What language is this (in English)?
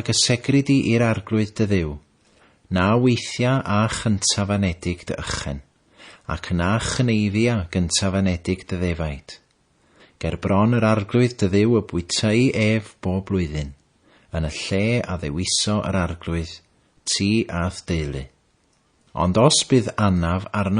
Welsh